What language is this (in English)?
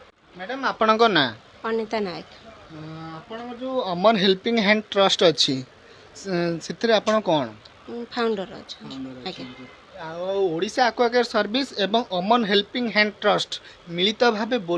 Odia